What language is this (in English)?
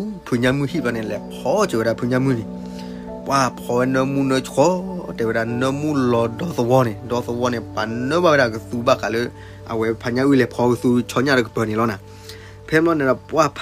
S'gaw Karen